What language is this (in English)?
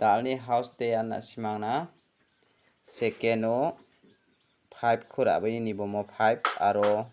Garo